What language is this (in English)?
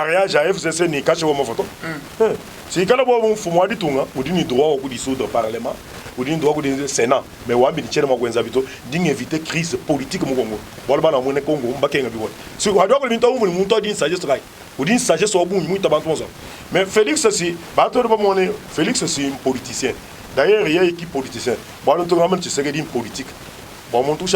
Luba-Lulua